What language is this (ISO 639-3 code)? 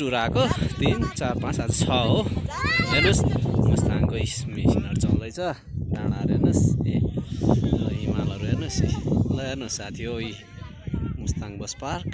nep